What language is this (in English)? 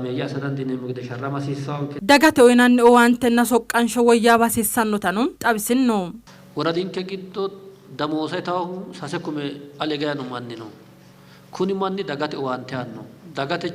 Sidamo